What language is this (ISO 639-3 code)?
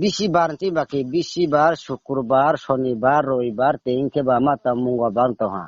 ria